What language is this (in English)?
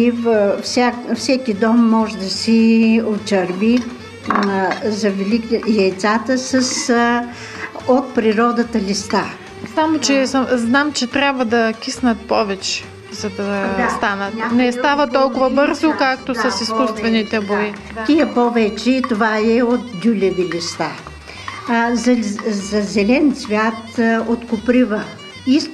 Bulgarian